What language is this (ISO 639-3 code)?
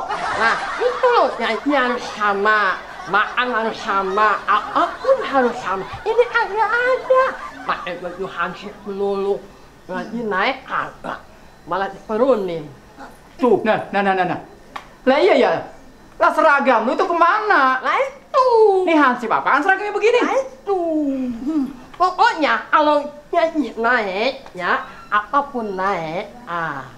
bew